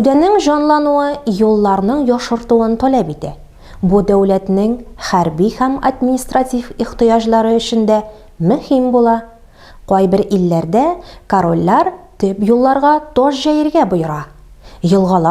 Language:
Tatar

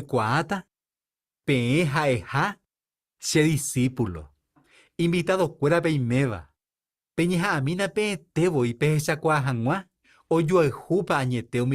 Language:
Guarani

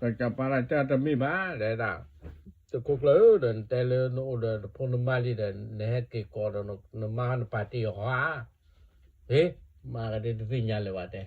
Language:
S'gaw Karen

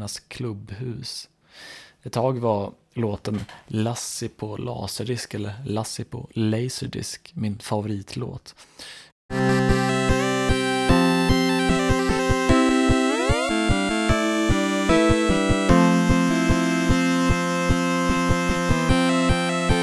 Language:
Swedish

